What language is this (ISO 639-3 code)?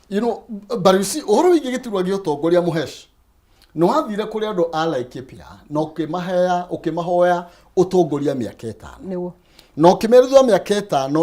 kik